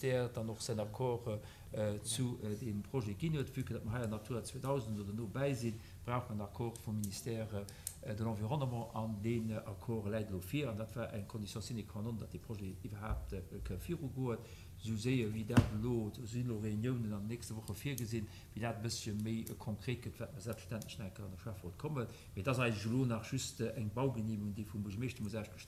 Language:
Luxembourgish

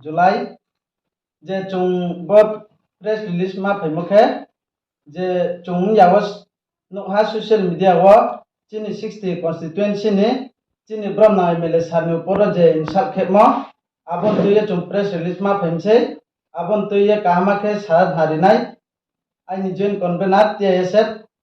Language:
Riang (India)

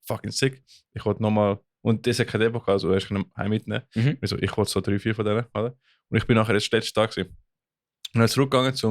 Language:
Swiss German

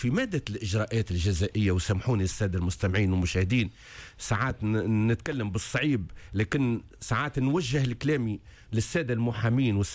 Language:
Tunisian Arabic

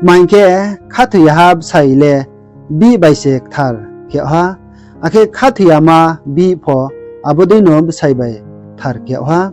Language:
Riang (India)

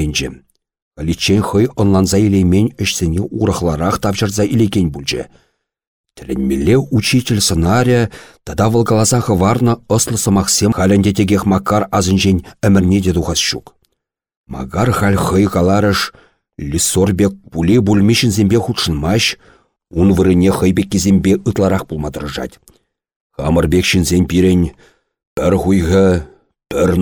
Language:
Chuvash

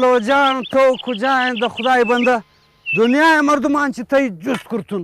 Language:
Eastern Balochi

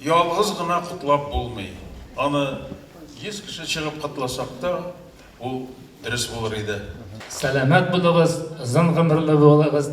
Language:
Tatar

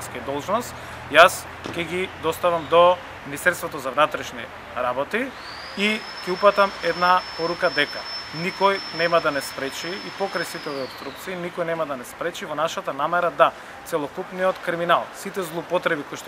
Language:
Macedonian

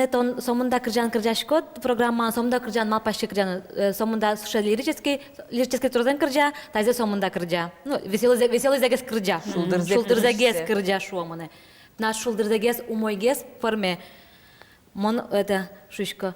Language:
Udmurt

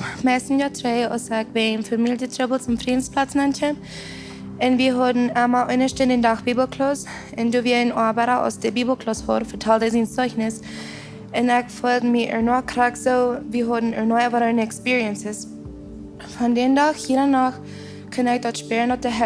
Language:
Plautdietsch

